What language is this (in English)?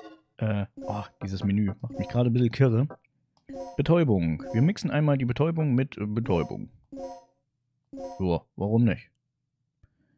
German